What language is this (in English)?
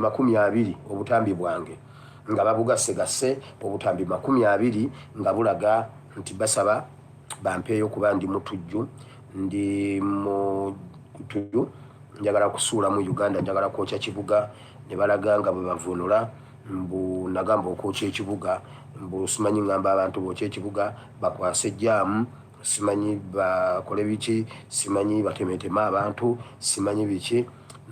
Ganda